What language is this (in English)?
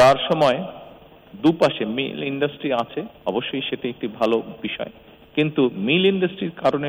Bangla